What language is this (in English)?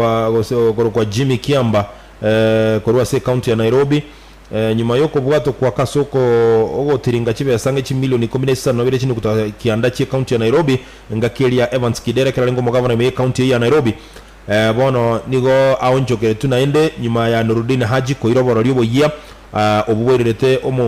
Gusii